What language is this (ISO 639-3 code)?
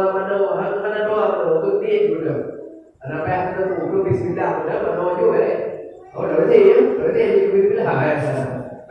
ace